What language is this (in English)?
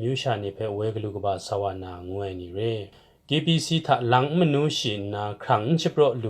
Kachin